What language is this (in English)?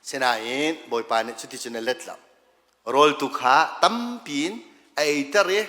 Hakha Chin